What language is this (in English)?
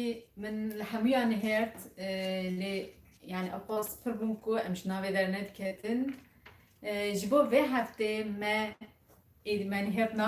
Kurdish